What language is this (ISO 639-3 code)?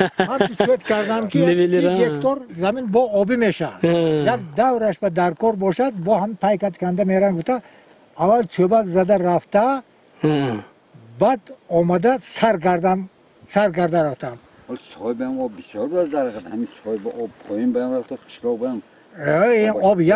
tgk